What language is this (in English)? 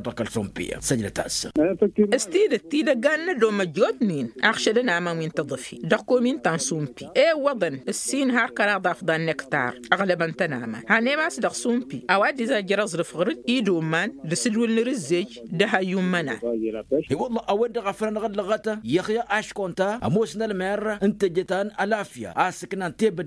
Tamasheq